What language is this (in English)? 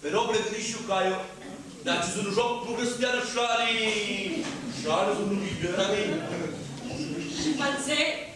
Sicilian